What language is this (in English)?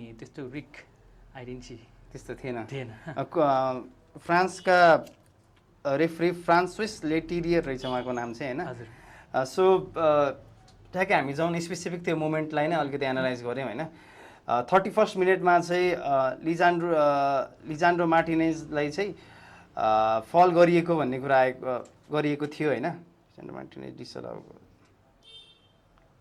Nepali